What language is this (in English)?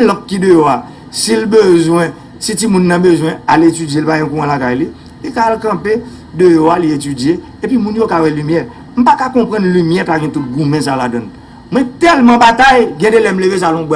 Haitian Creole